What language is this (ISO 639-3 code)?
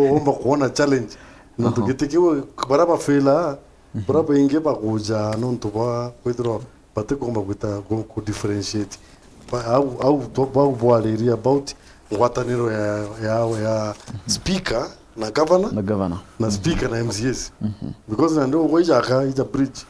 mer